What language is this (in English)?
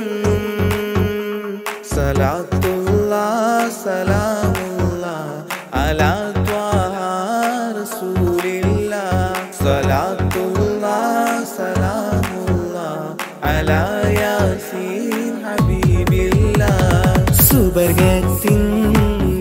Malayalam